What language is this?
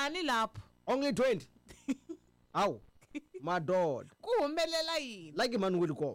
Tsonga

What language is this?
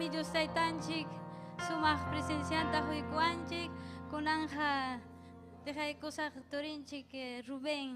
Ayacucho Quechua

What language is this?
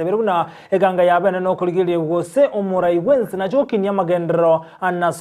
Gusii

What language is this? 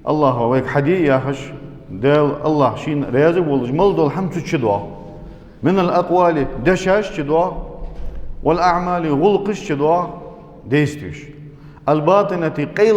Ingush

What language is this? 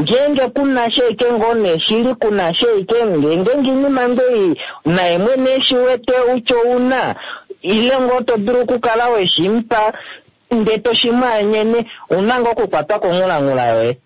Kuanyama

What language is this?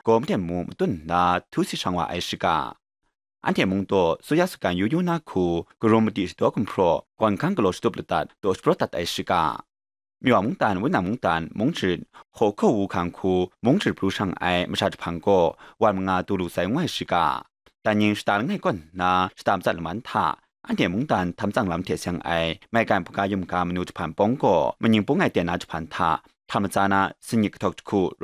Kachin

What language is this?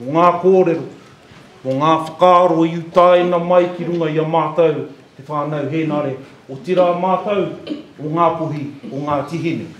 Māori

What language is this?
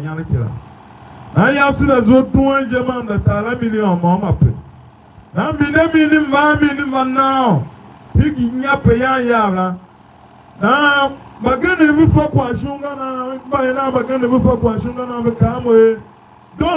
Tiv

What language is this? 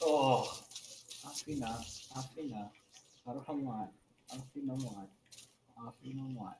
Māori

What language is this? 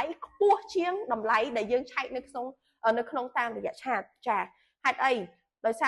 Khmer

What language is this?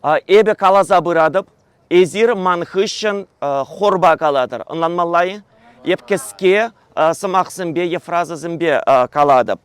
Chuvash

